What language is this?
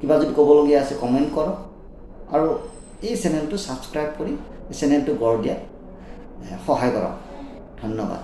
Assamese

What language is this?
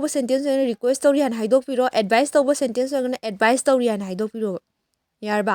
Manipuri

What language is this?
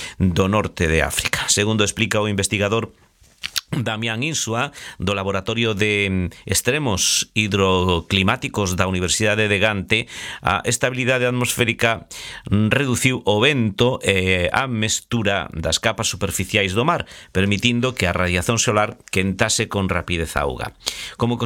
Galician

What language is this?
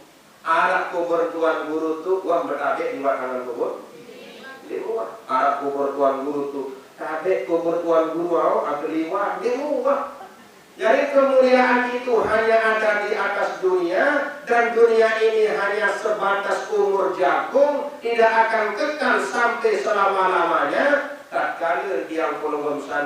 Sasak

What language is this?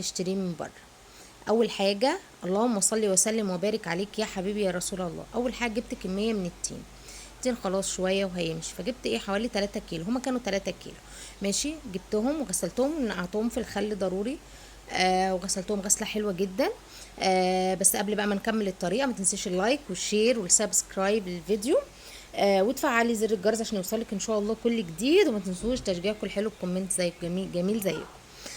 Egyptian Arabic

